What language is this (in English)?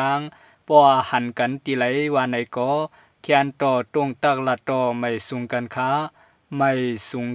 Shan